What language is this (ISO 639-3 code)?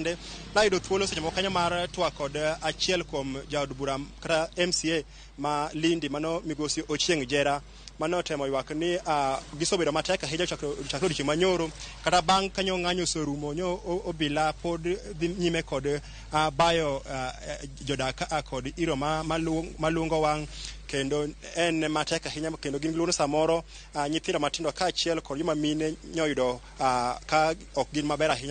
luo